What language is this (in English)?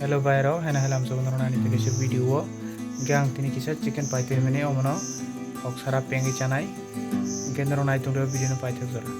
Kok Borok